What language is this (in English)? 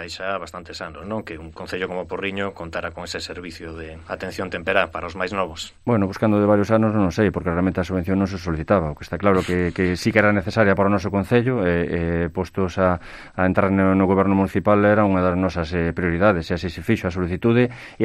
Galician